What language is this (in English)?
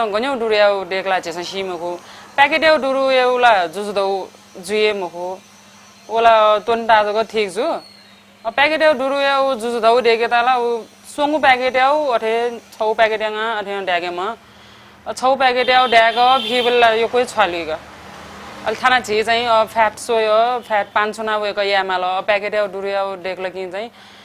Newari